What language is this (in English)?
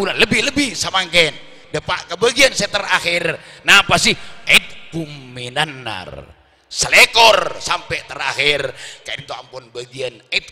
Madurese